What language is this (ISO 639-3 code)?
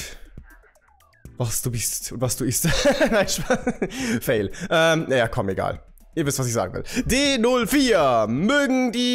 deu